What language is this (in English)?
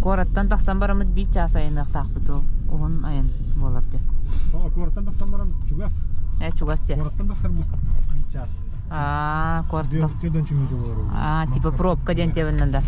Yakut